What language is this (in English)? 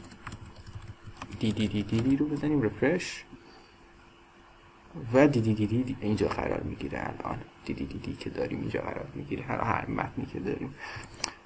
Persian